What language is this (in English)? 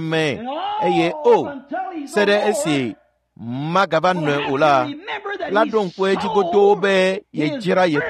Ewe